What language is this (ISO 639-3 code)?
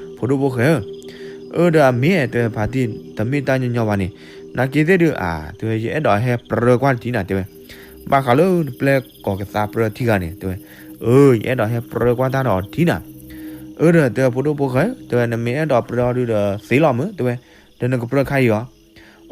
ksw